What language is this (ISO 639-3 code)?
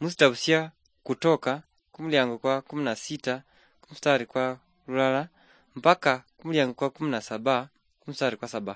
luy